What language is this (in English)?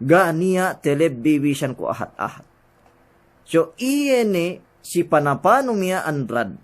Yakan